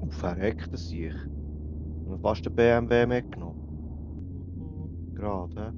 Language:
Swiss German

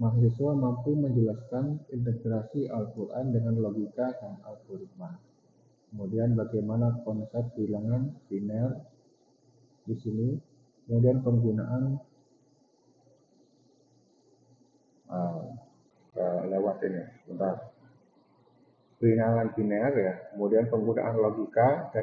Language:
Indonesian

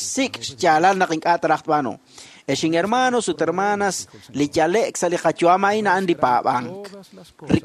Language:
Kekchí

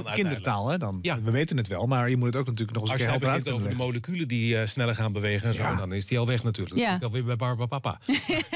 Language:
Dutch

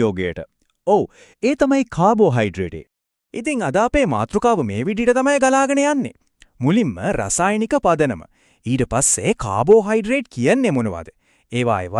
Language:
Sinhala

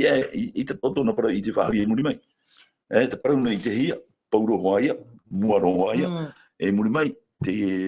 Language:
Tahitian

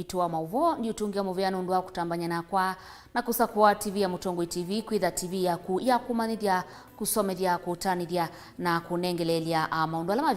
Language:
Kamba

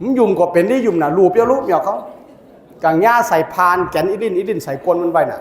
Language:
Shan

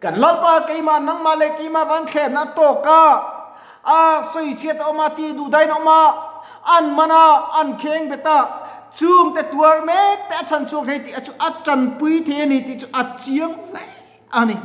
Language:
Mizo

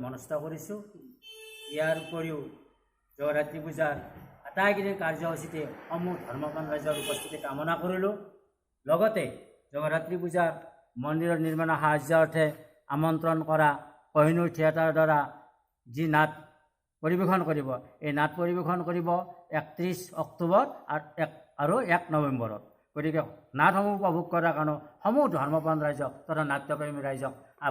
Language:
Assamese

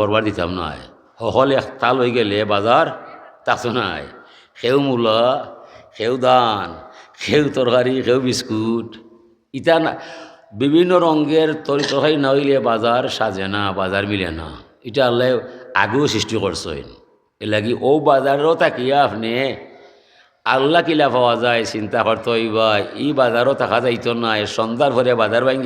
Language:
Sylheti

